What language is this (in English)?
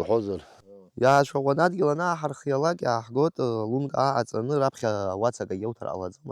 Abkhazian